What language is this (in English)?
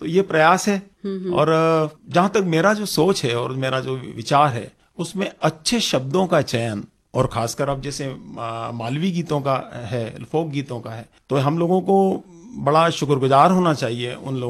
Hindi